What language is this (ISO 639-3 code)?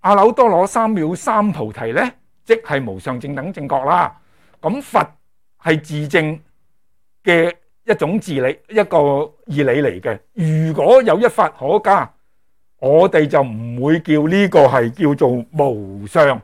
yue